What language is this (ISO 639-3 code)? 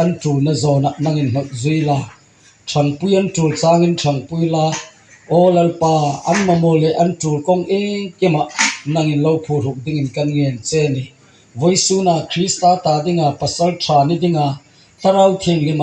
hmr